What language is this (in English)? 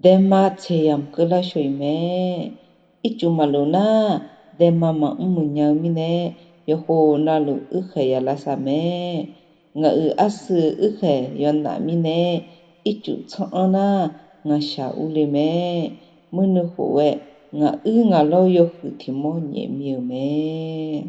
Akha